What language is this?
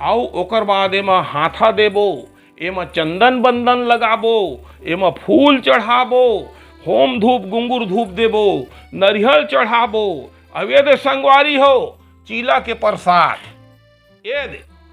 Chhattisgarhi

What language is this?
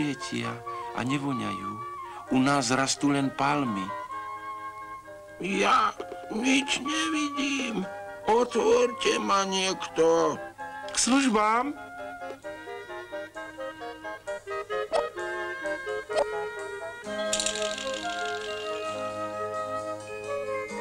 Slovak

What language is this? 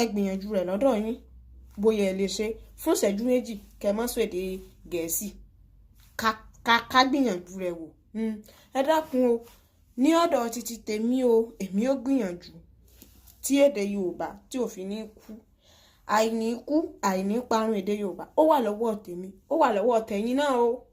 Yoruba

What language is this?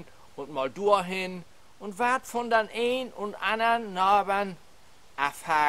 Low German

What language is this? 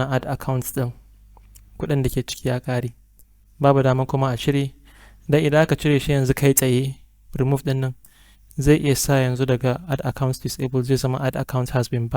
Hausa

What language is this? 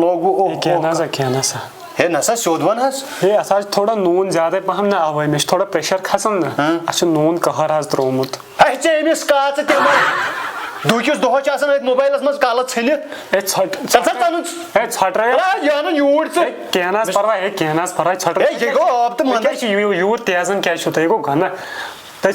Kashmiri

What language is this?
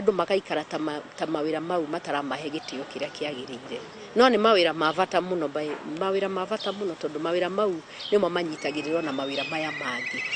Kikuyu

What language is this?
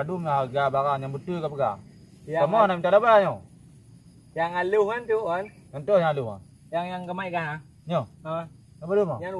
Achinese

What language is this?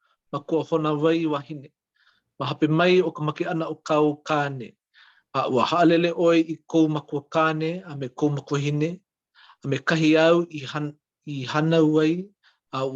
Hawaiian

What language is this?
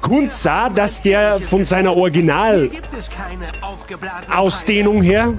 Bavarian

